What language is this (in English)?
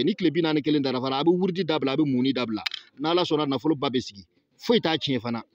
Bambara